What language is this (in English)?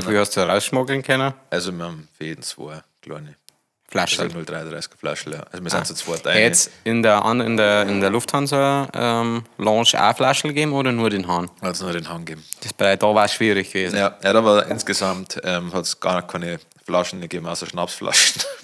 Bavarian